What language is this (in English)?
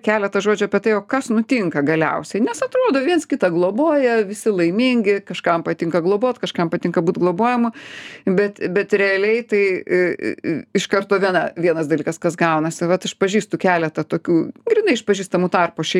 Lithuanian